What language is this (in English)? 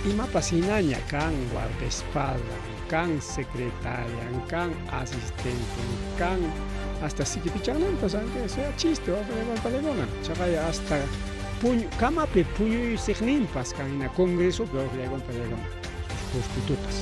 Ayacucho Quechua